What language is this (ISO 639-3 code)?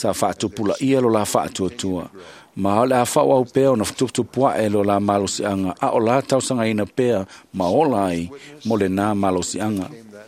smo